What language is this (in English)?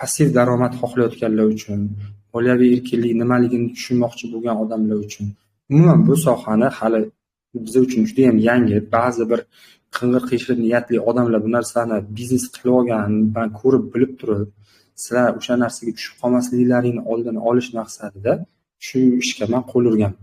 Uzbek